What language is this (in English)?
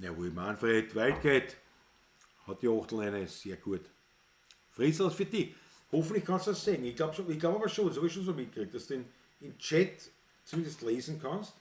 Bavarian